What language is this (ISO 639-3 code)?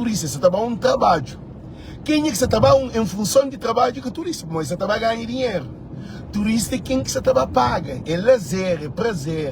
kea